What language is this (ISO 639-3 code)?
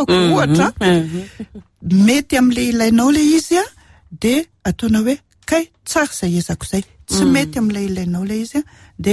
mlg